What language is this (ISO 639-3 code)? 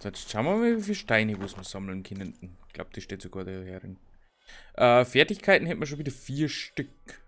bar